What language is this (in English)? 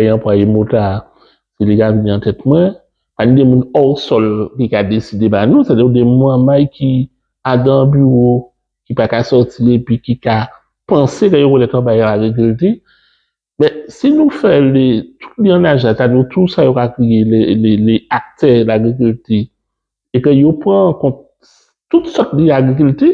Guadeloupean Creole French